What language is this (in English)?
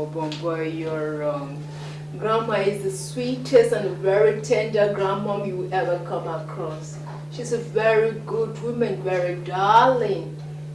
Nigerian Pidgin